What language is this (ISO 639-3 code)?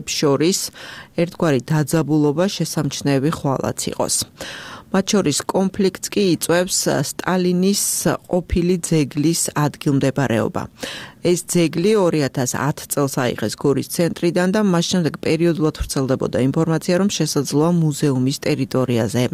kat